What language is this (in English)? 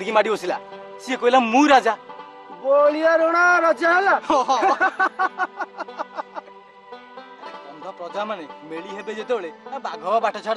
Odia